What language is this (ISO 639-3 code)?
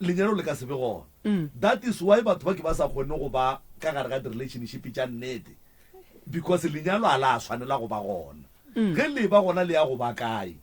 nso